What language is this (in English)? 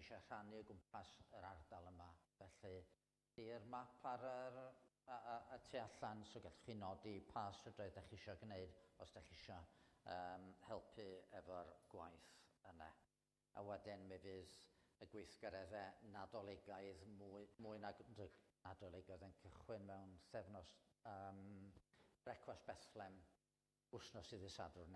Welsh